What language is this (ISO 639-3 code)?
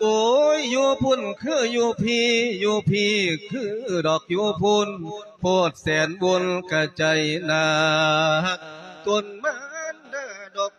lao